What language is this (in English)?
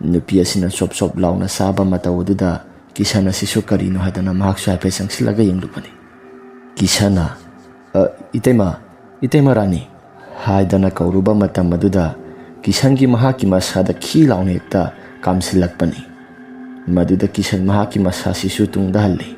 Manipuri